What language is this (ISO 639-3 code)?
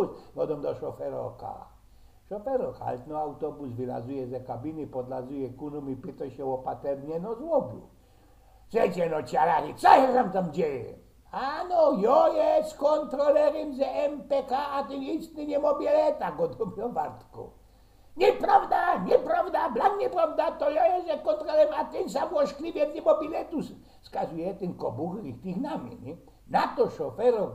szl